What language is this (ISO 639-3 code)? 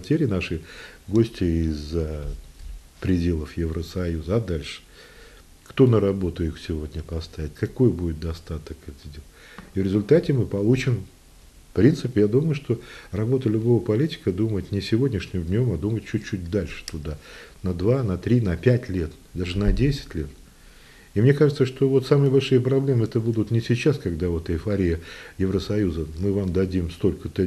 rus